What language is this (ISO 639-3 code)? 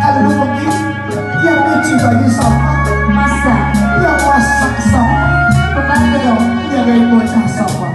bew